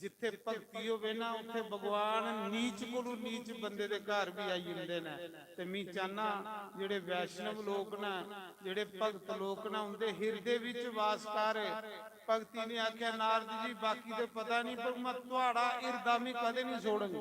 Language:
Dogri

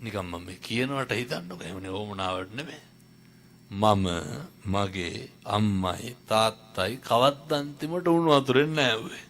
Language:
Sinhala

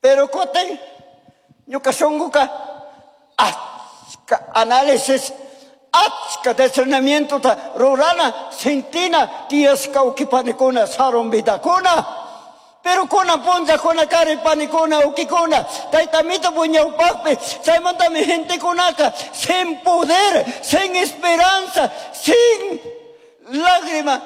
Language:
Chimborazo Highland Quichua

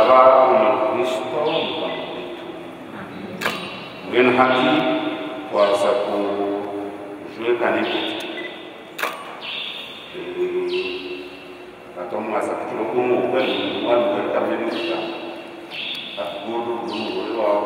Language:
Kinyarwanda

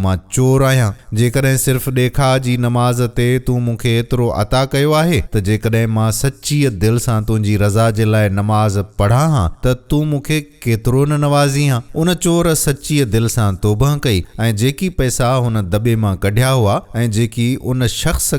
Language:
Sindhi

